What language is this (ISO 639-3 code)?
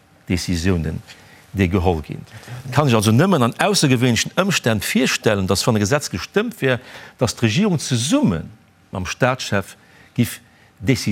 ltz